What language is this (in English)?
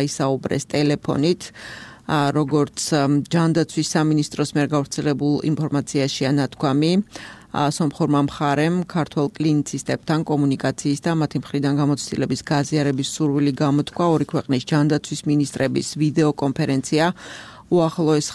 Georgian